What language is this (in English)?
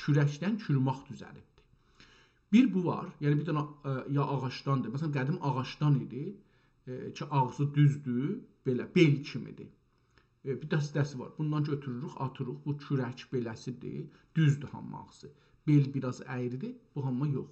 South Azerbaijani